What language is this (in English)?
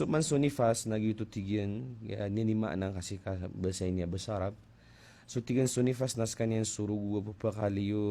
Maranao